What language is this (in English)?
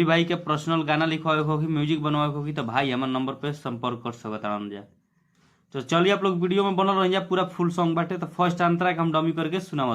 Bhojpuri